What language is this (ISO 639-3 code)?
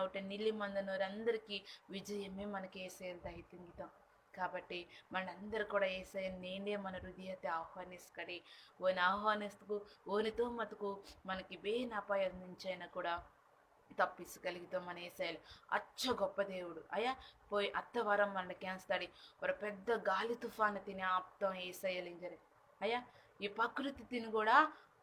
kff